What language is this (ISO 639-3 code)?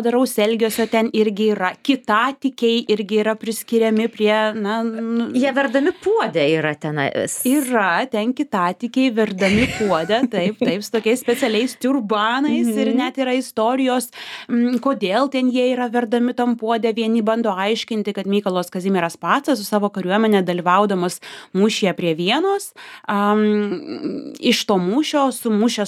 lit